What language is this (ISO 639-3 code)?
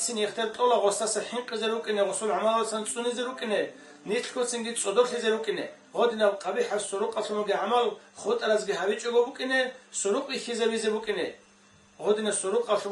ava